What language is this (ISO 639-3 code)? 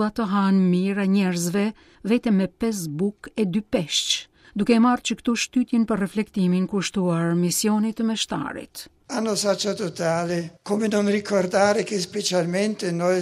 sqi